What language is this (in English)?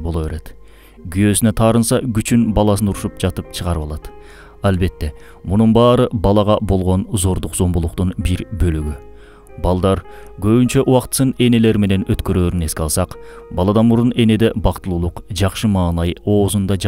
Kyrgyz